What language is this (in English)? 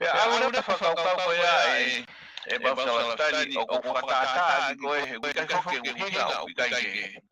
Tongan